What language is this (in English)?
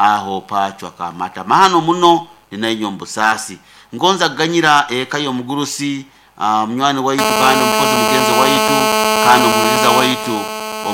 Nyoro